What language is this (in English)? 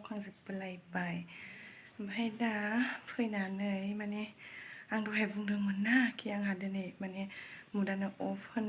Bodo